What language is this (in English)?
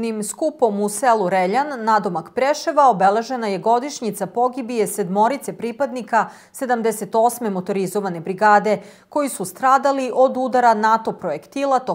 Serbian